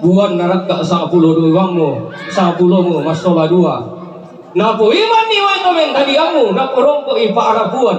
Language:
Toraja-Sa'dan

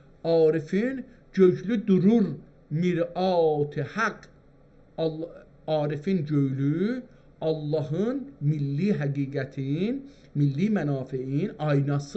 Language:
South Azerbaijani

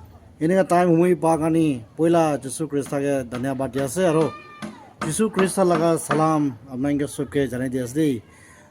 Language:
Naga Pidgin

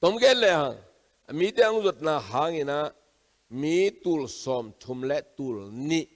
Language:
Tedim Chin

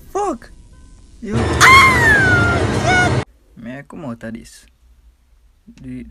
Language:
Jamaican Creole English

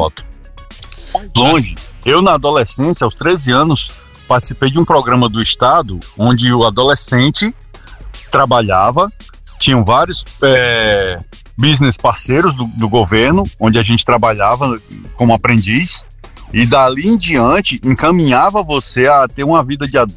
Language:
Portuguese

